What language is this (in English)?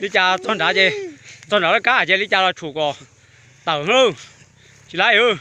Hmong